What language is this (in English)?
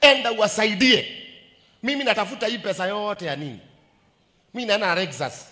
Swahili